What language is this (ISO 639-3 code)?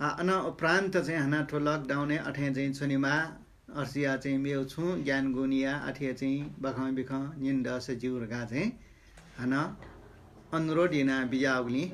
new